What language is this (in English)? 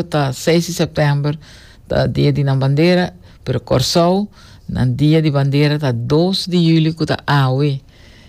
Papiamento